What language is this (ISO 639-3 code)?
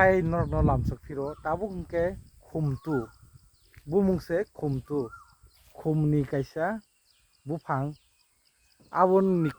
trp